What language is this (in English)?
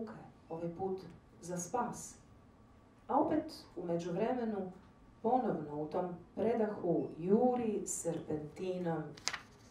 Croatian